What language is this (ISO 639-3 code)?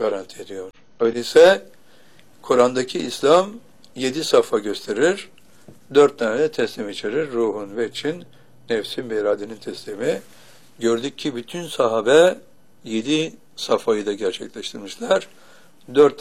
tur